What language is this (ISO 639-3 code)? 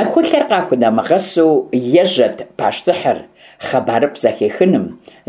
kbd